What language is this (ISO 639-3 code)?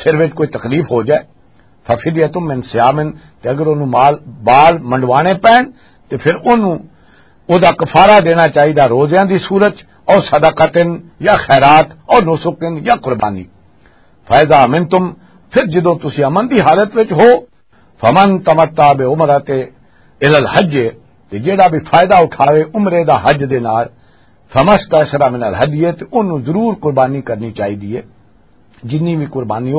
lah